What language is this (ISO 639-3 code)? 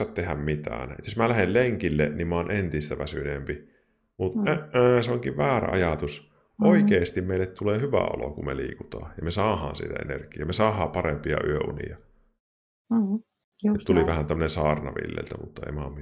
fin